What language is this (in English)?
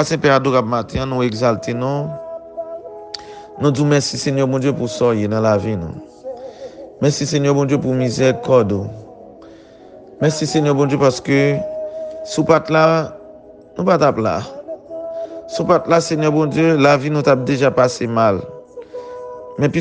Haitian Creole